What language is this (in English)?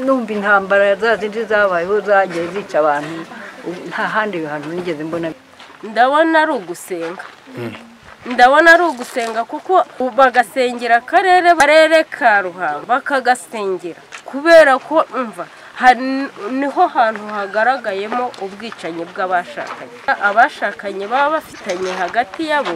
Kinyarwanda